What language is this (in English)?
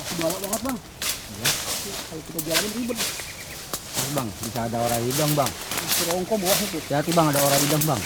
Betawi